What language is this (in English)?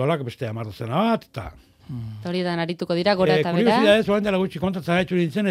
Basque